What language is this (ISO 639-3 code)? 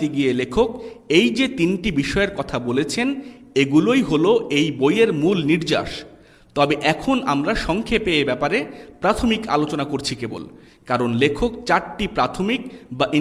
ben